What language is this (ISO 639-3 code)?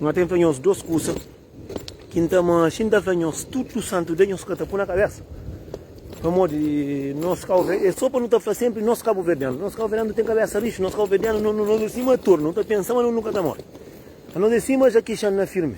kea